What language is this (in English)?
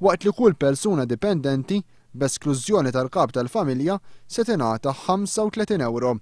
Maltese